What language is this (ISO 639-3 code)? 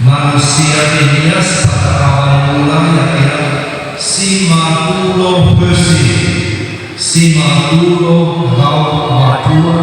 nia